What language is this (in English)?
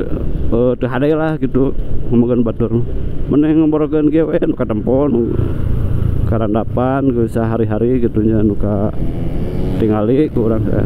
Sundanese